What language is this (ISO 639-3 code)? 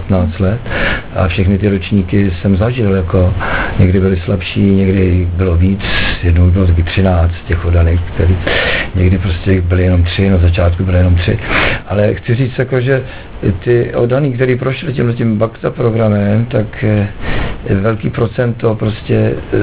ces